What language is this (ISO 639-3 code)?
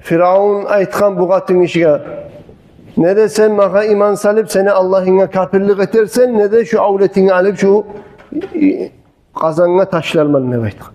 kum